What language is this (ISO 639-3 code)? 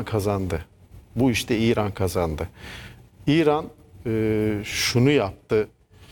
tur